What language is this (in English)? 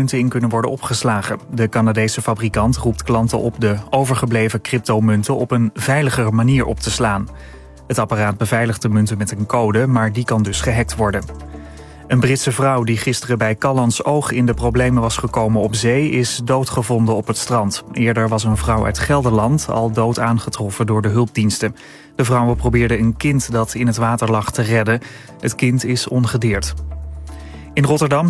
Dutch